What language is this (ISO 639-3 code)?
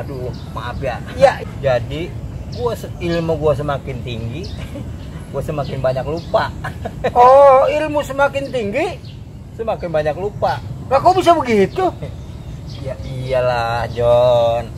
bew